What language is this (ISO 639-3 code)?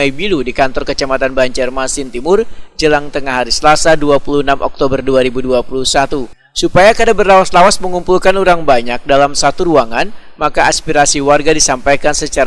bjn